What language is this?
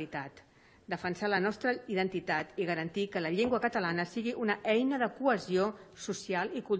Catalan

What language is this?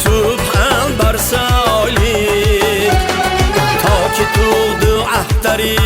Tajik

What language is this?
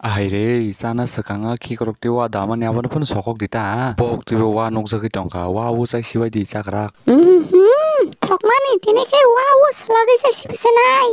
Kok Borok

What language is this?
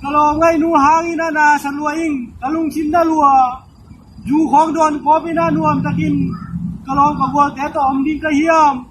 Tedim Chin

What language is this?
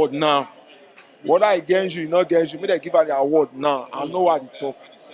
Nigerian Pidgin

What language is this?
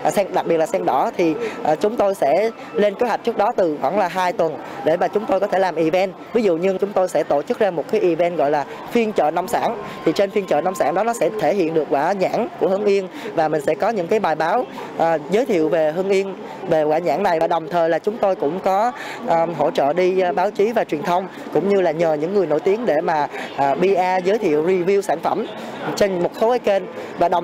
Vietnamese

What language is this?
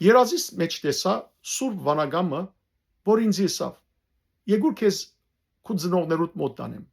Western Armenian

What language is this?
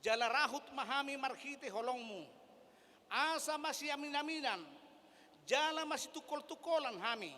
Batak Toba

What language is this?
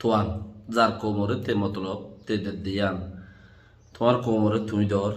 Rohingya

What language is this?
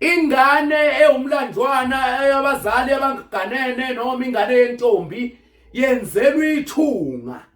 Zulu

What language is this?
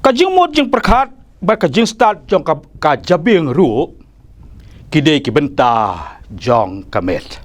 Khasi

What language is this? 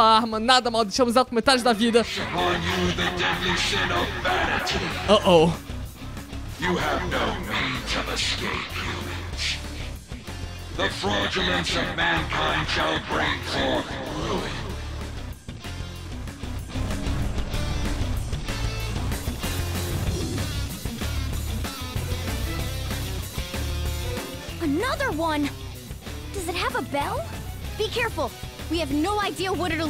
English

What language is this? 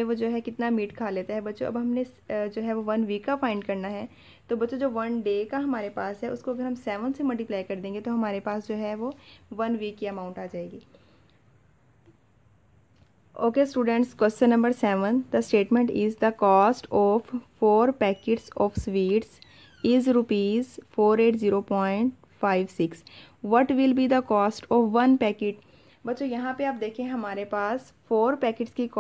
Hindi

